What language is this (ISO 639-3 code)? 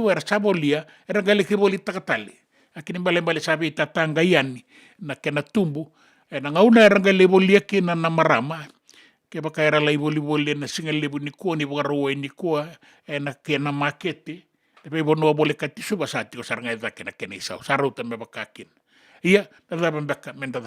fij